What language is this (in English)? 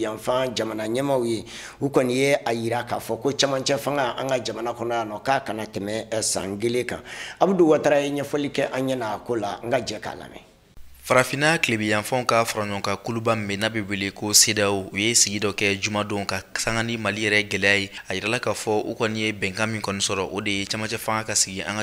Bambara